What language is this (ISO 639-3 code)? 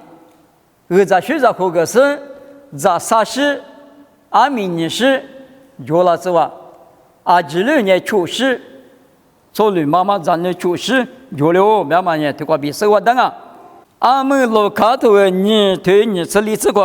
lis